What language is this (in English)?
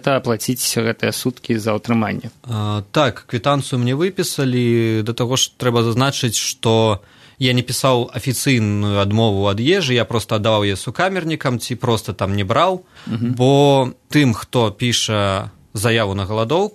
Belarusian